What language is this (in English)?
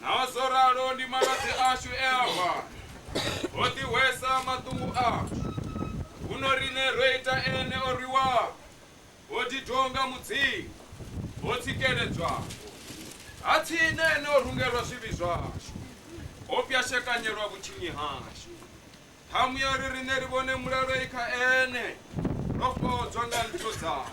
Venda